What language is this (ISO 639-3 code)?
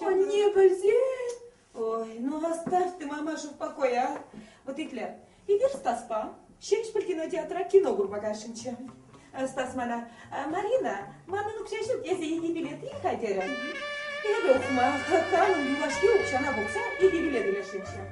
chv